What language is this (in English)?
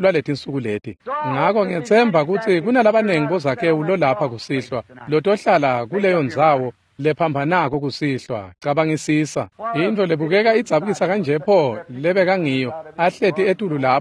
Swati